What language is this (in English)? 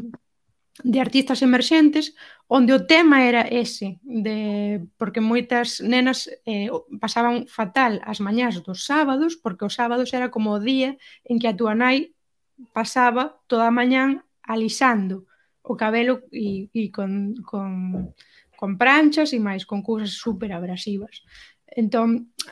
Galician